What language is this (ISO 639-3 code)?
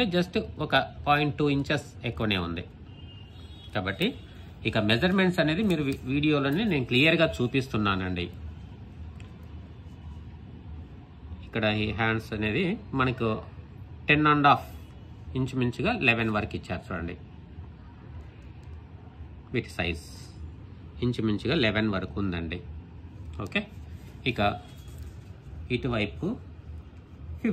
tel